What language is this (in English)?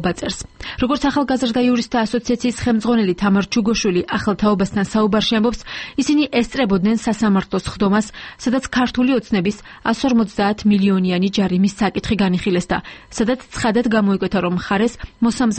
Georgian